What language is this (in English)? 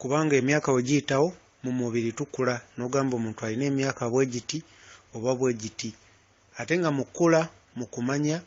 Ganda